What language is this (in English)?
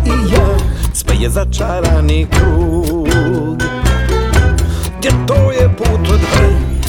Croatian